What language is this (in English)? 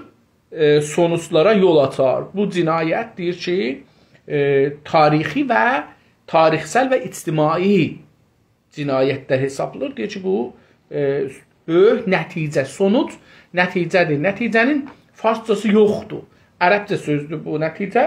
South Azerbaijani